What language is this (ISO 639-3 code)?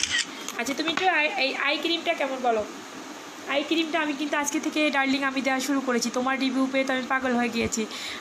ben